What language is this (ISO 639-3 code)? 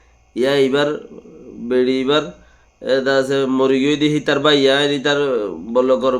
rhg